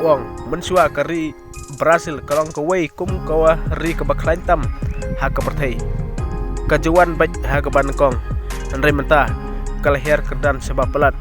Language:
Khasi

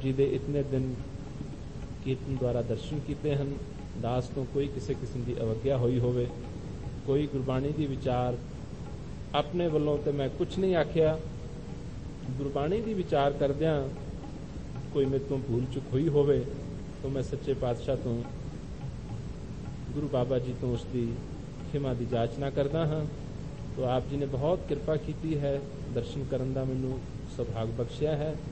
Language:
Punjabi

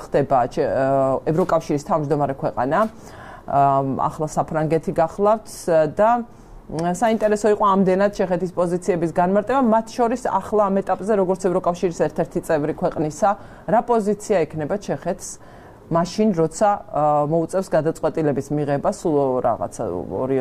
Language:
Georgian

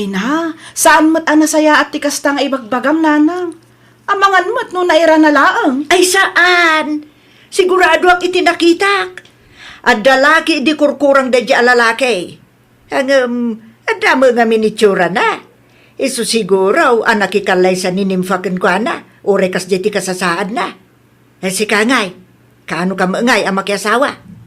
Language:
Iloko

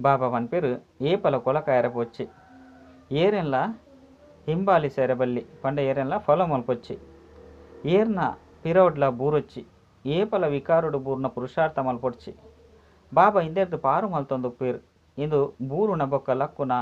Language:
Tulu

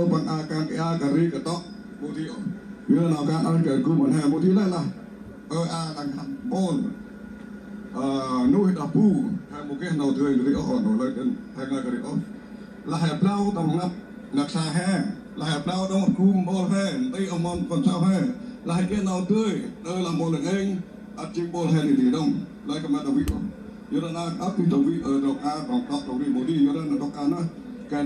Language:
Central Mnong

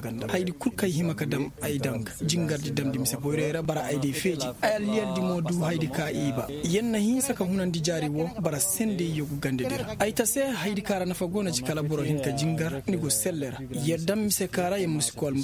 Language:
Koyraboro Senni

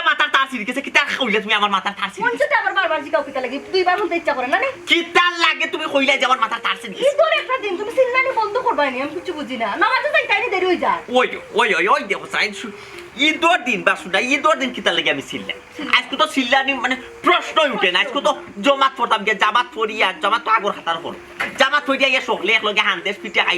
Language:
Sylheti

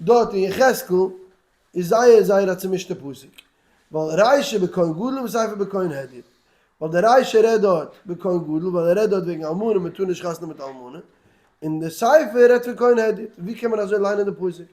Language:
Yiddish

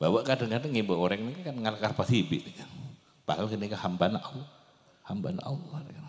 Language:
Madurese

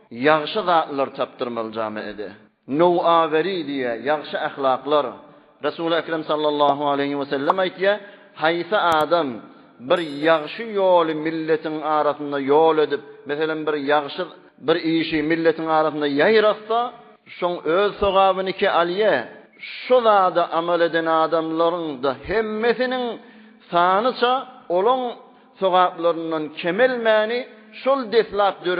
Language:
Turkmen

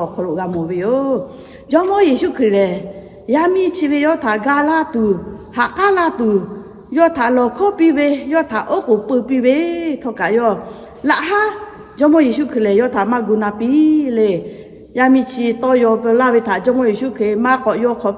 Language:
Lahu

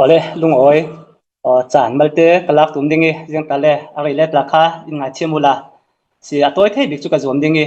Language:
Hakha Chin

